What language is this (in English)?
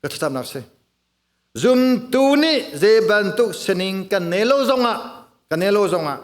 Hakha Chin